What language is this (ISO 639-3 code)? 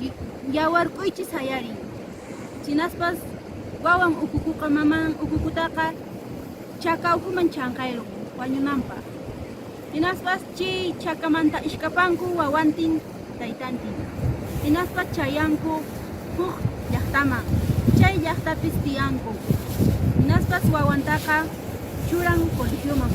que